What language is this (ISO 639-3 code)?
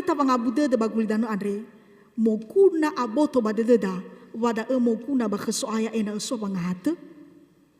nia